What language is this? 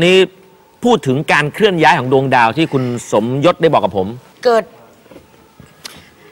Thai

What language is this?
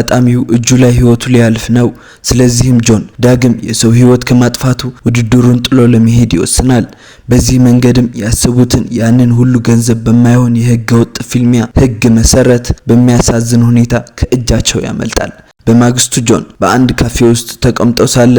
Amharic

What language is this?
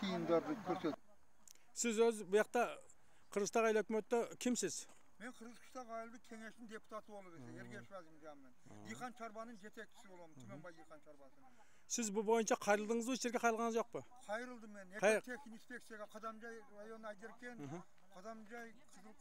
Kyrgyz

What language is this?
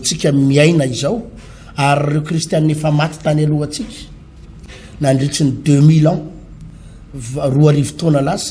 Malagasy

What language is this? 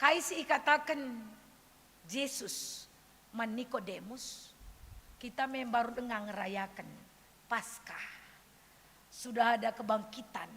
Batak Karo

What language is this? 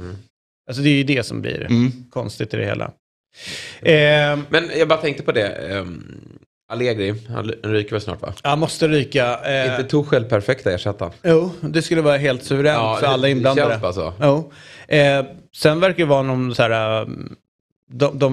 Swedish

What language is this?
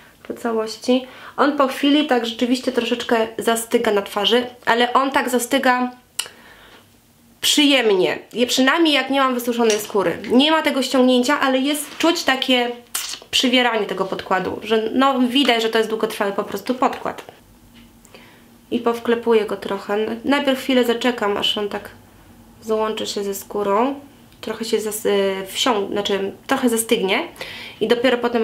Polish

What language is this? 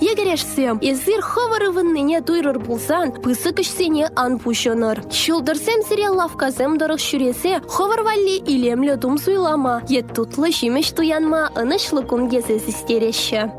Chuvash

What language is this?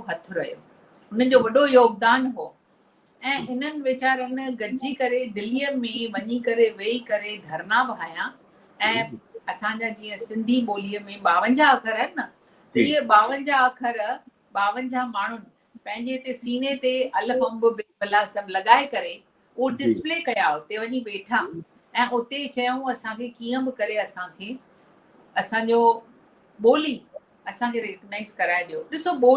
Sindhi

